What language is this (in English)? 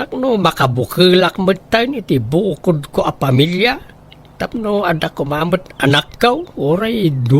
Iloko